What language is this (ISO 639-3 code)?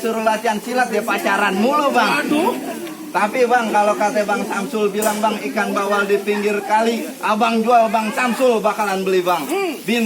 bew